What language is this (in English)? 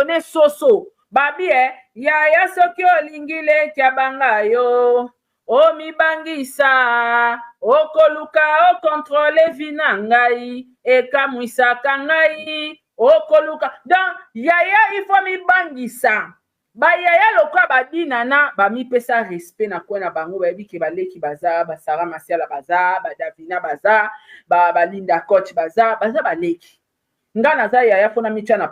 Lingala